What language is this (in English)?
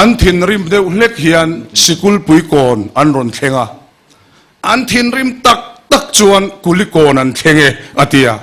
Mizo